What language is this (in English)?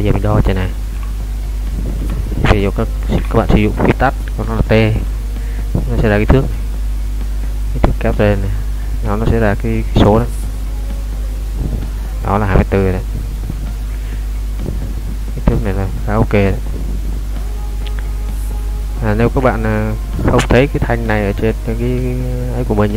Vietnamese